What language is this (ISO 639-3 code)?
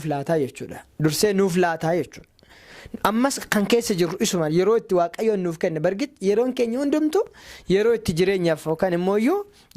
orm